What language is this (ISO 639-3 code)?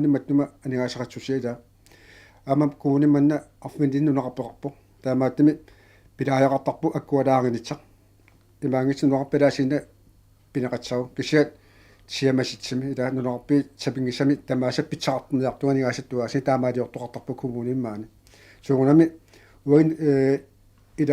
kal